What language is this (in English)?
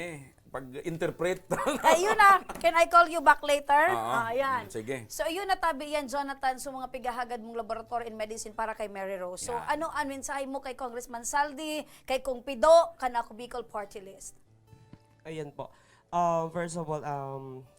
Bikol